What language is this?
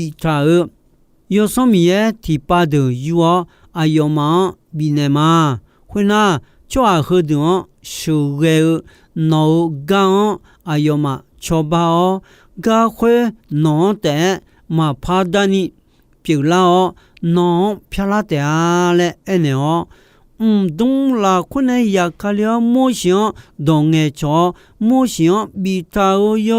Akha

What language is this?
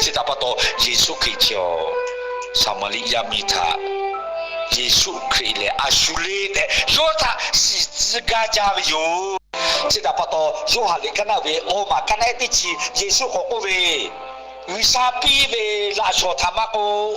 Lahu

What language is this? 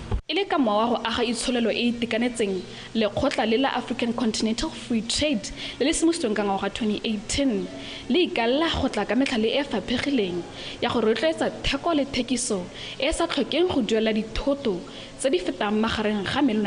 Tswana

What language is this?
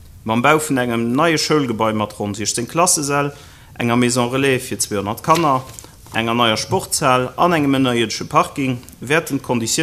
Luxembourgish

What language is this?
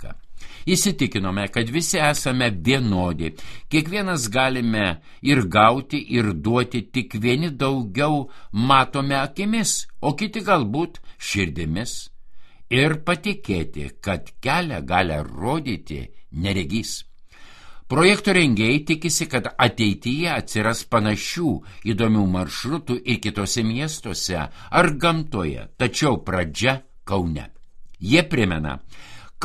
Lithuanian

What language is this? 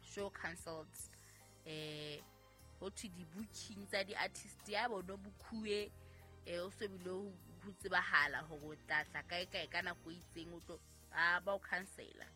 Southern Sotho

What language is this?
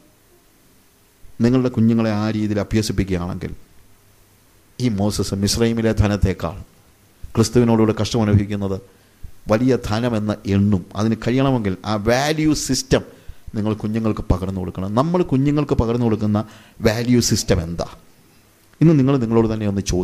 Malayalam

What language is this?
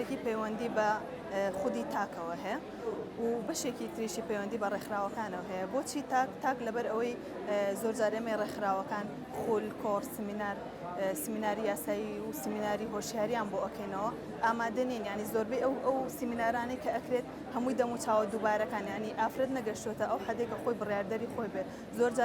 Central Kurdish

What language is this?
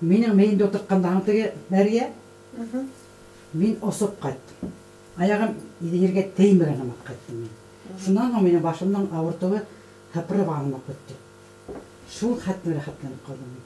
Bashkir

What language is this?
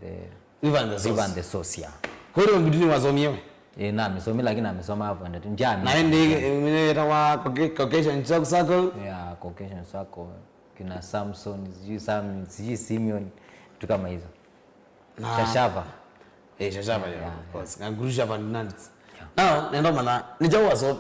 Kamba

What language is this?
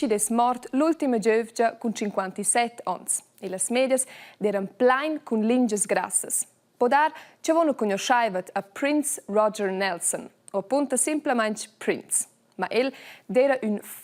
Romansh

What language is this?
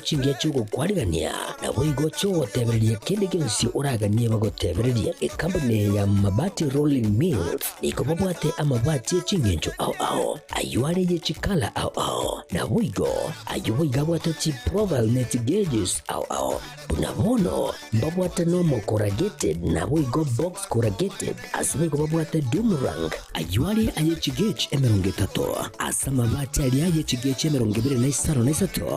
Gusii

